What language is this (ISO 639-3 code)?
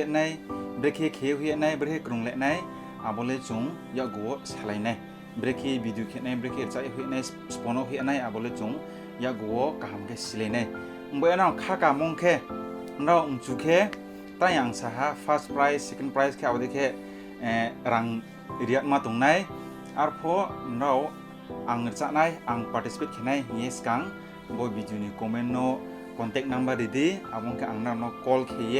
ria